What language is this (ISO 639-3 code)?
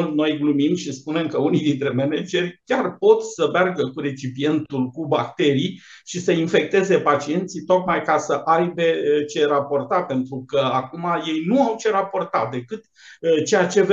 ron